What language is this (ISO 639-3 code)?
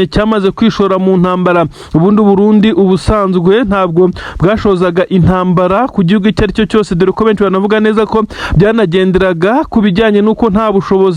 kin